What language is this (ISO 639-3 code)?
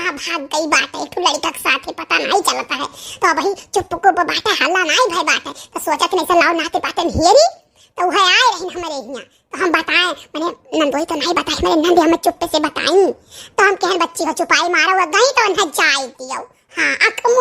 awa